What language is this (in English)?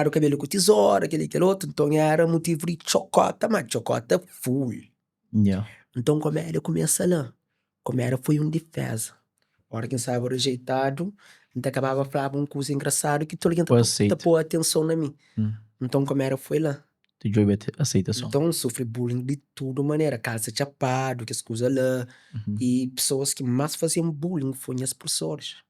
Kabuverdianu